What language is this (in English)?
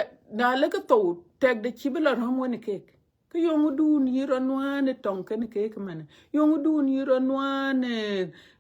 Dinka